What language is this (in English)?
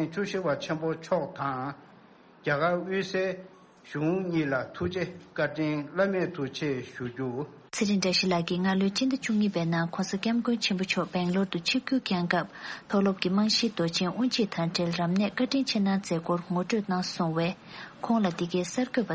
Tibetan